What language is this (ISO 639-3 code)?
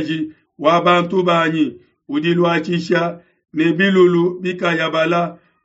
lua